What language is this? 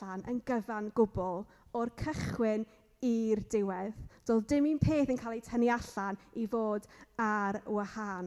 Welsh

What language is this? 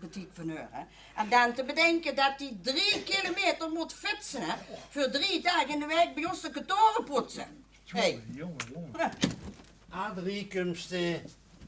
Limburgish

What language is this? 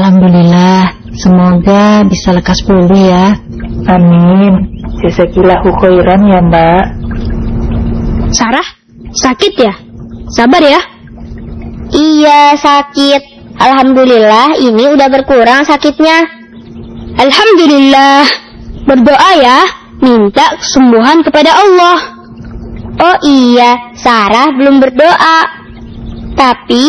Indonesian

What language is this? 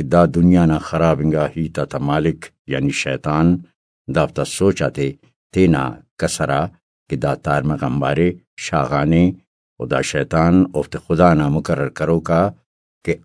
Brahui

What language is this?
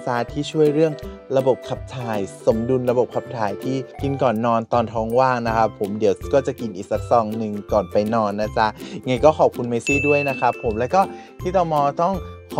Thai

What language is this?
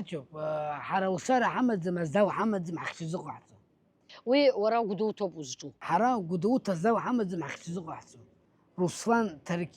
Abkhazian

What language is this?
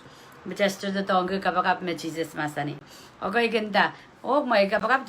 Pohnpeian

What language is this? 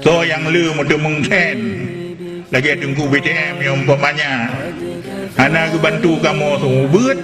Achinese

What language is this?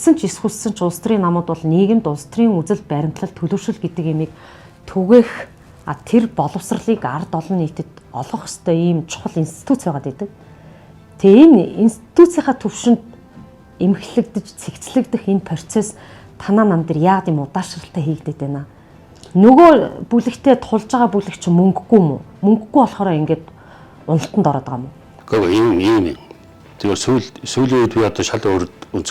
Mongolian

